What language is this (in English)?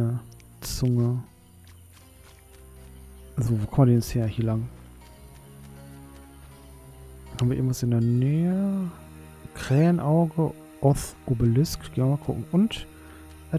German